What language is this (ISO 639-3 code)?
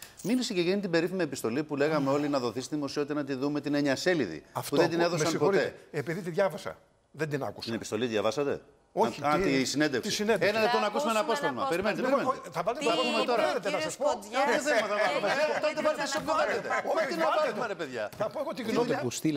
ell